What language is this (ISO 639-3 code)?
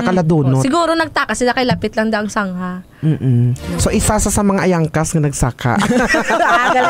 hil